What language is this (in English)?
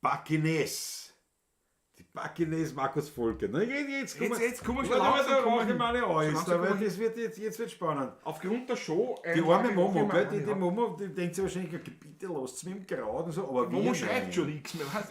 Bavarian